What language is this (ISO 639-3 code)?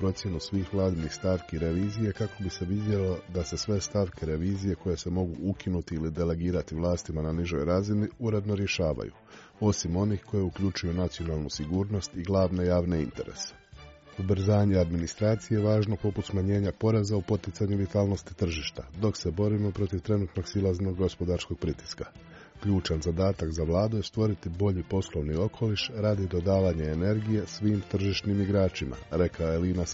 hrv